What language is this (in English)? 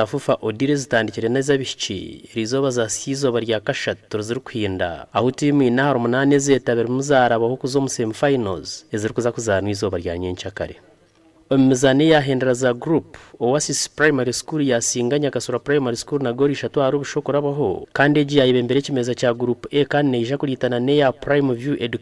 Nyankole